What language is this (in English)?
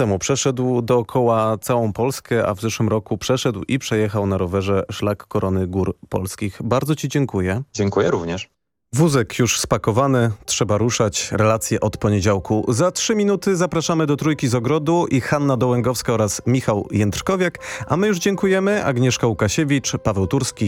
Polish